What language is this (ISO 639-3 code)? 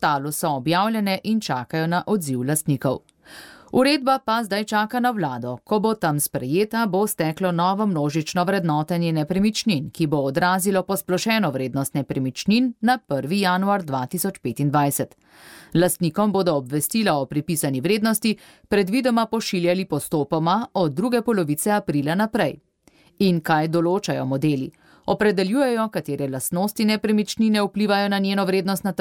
slv